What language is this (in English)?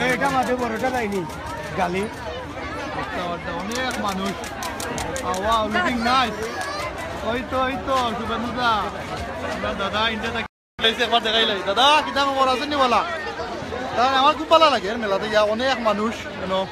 Sylheti